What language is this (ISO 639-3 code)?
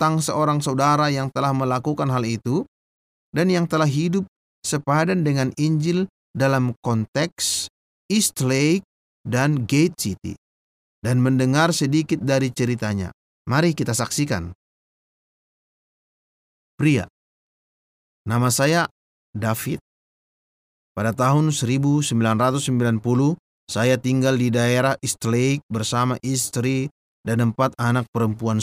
ind